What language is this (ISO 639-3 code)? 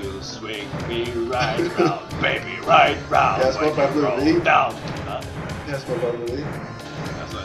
fao